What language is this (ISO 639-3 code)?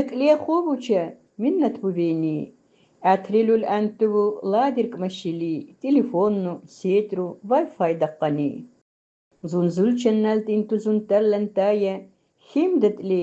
lbe